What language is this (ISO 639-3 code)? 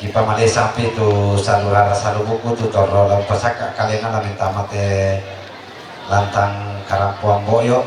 sda